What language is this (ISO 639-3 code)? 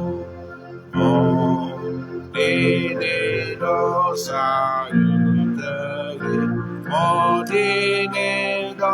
ksw